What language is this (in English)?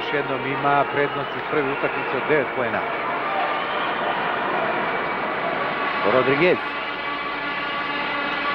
Serbian